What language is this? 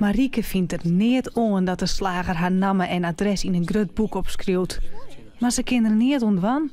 Western Frisian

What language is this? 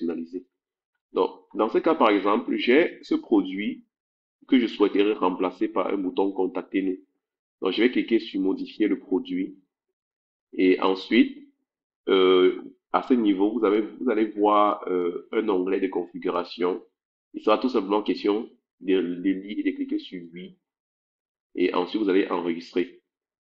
French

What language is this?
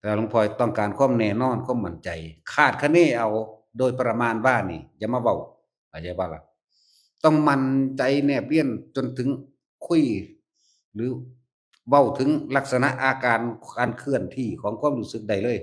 Northeastern Thai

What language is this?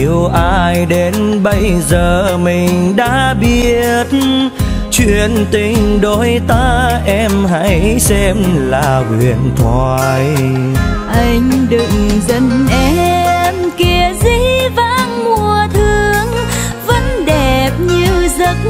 Vietnamese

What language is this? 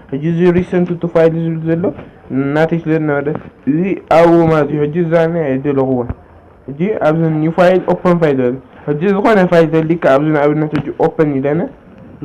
Tigrinya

